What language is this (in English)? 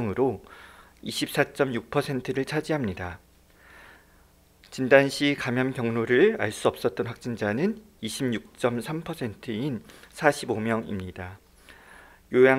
Korean